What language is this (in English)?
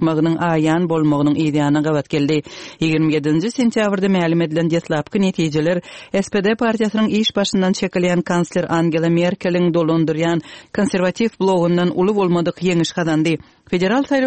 Kyrgyz